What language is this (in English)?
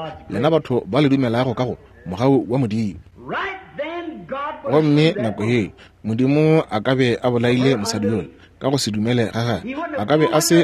Northern Sotho